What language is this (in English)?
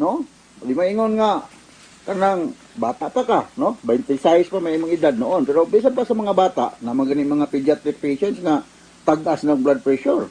Cebuano